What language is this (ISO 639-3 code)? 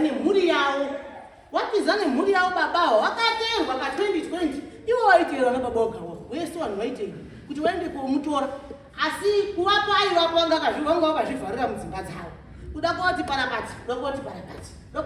sna